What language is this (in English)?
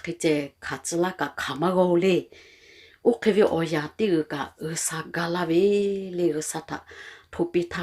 Lahu